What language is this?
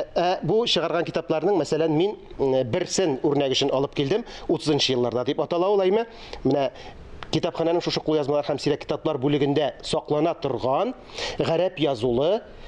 Tatar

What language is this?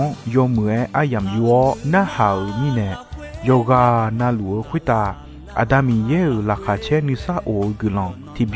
Akha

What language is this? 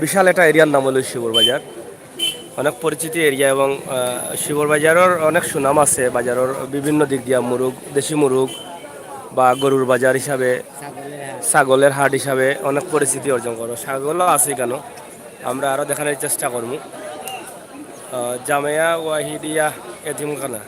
Sylheti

